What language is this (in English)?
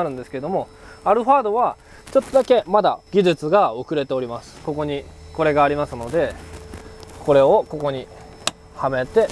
Japanese